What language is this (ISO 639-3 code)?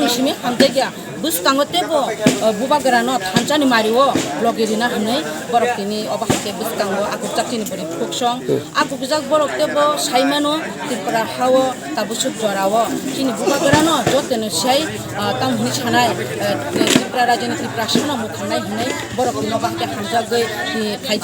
trp